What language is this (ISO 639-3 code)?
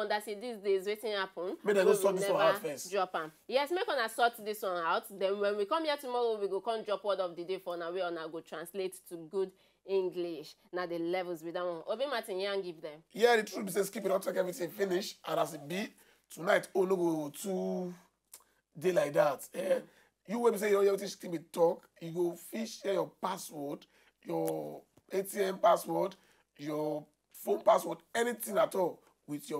pcm